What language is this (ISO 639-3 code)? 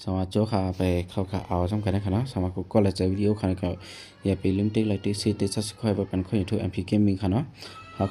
shn